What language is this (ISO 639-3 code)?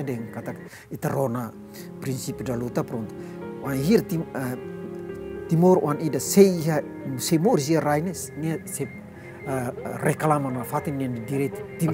tet